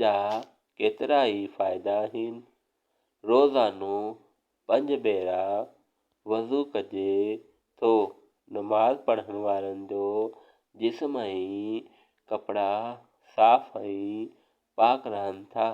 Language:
Sindhi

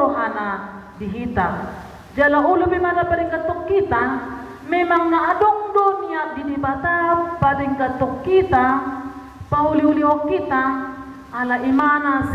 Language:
Batak Toba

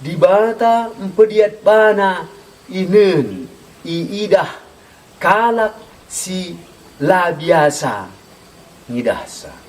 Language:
Batak Karo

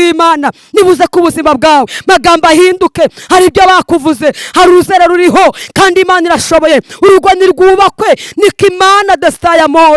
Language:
Kinyarwanda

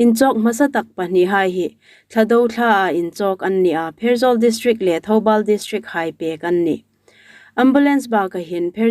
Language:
Hmar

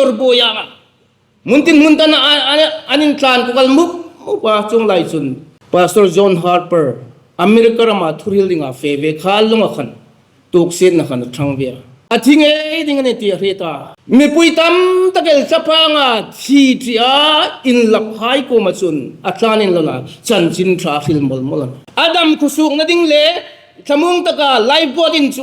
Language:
Hmar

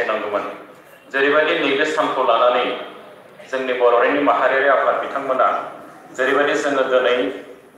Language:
Bodo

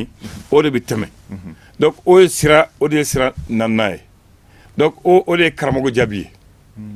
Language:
Bambara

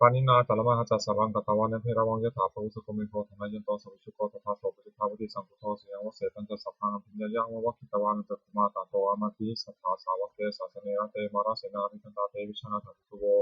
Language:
Pali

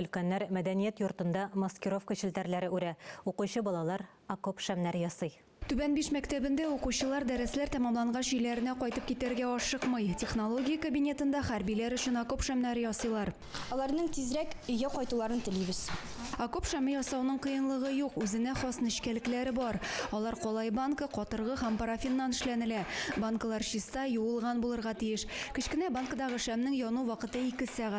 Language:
Tatar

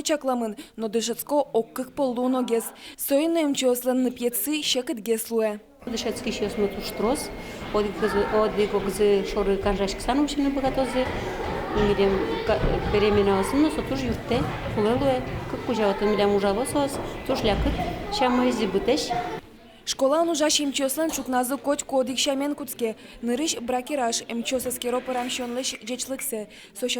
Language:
Udmurt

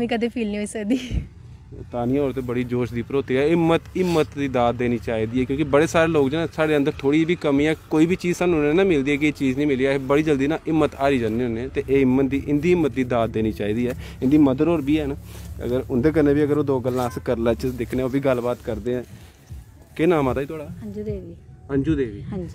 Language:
Dogri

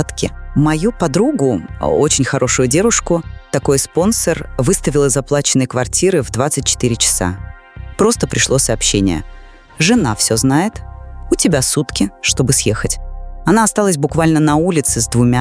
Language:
Russian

